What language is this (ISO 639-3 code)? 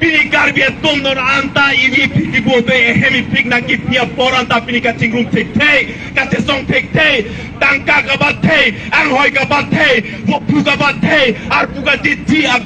mjw